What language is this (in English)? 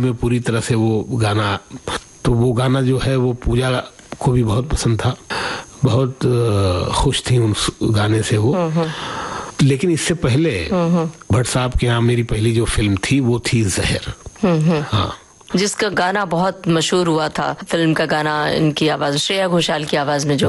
Hindi